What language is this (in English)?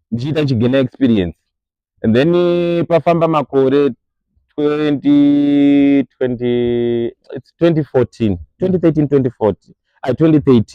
Shona